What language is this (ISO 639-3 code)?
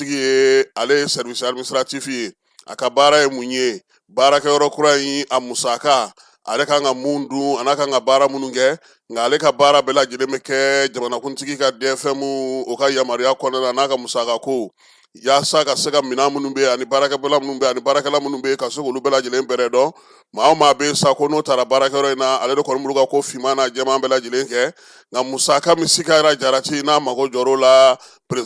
bam